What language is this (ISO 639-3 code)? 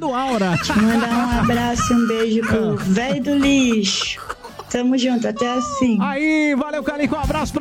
por